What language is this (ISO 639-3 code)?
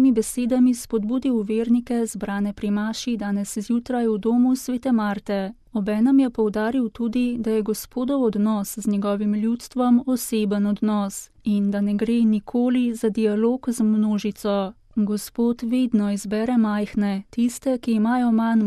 slv